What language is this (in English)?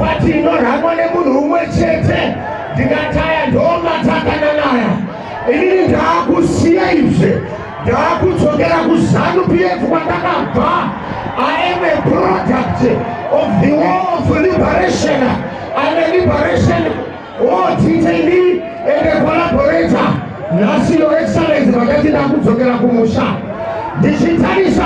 Shona